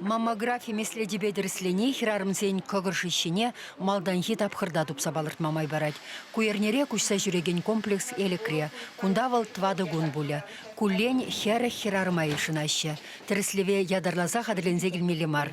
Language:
Chuvash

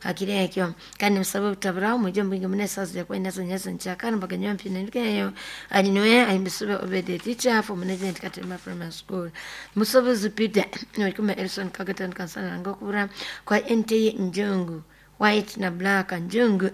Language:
Nyoro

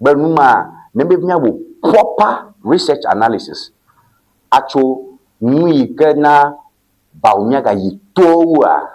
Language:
Ewe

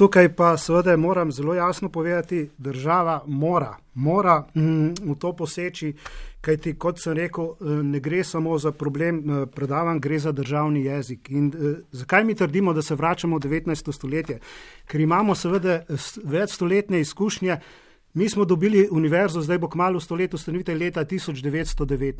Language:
Slovenian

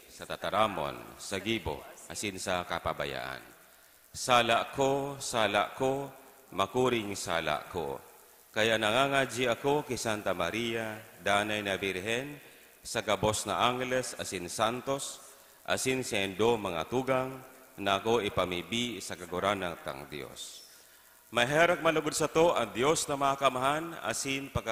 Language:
Bikol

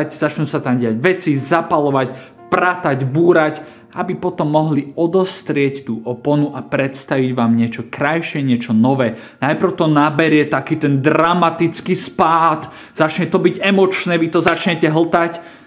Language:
Slovak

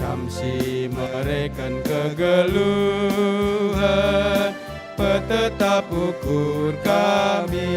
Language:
Batak Karo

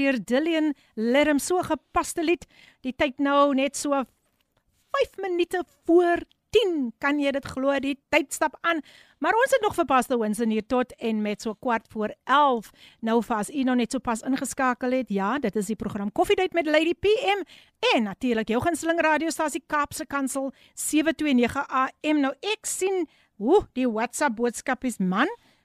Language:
Afrikaans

